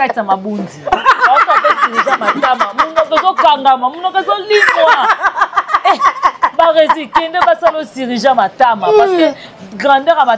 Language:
Lingala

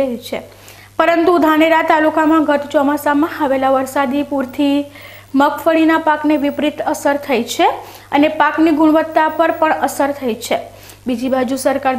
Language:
Gujarati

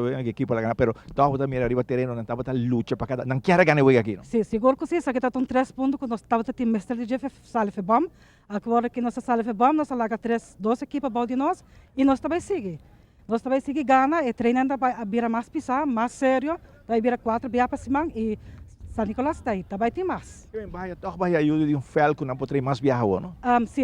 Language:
Papiamento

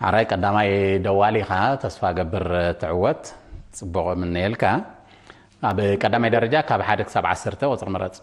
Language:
Tigrinya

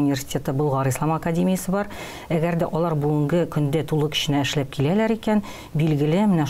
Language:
Tatar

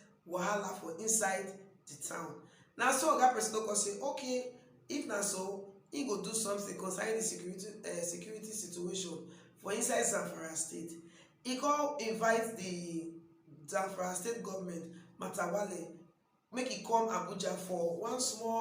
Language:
Nigerian Pidgin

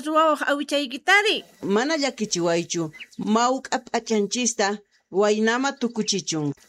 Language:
Quechua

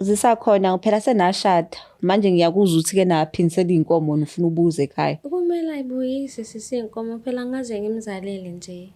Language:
Zulu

